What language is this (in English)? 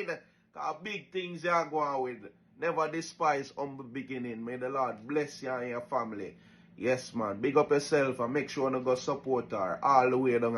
Jamaican Creole English